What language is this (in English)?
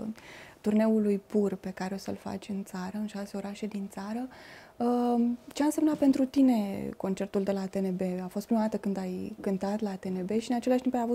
Romanian